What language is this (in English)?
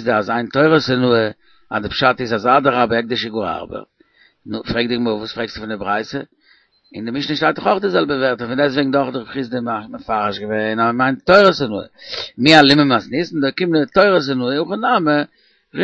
Yiddish